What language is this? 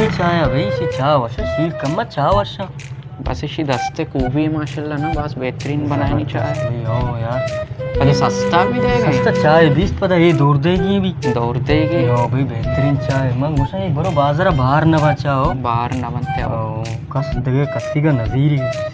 Baluchi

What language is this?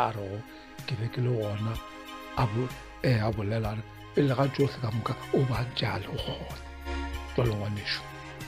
Northern Sotho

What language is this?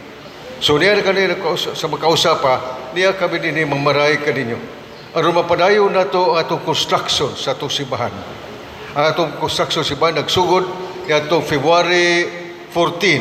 Cebuano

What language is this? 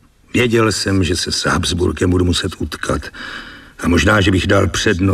Czech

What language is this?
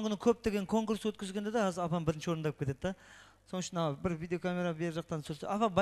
Kara-Kalpak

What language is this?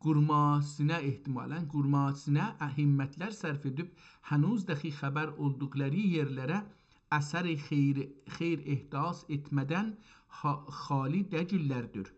South Azerbaijani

